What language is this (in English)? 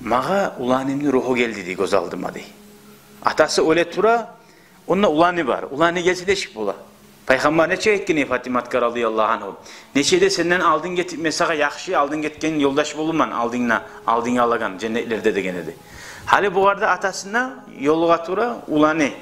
Kumyk